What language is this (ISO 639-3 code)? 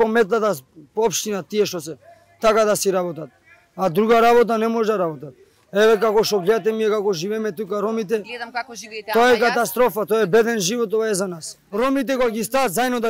mkd